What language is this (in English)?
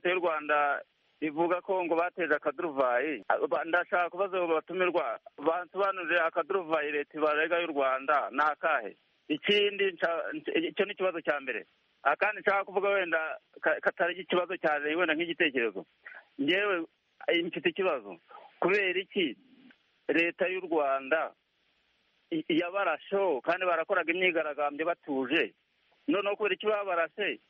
Kinyarwanda